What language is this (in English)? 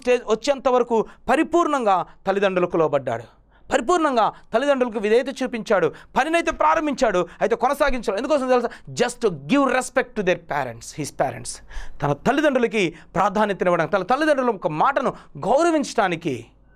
Telugu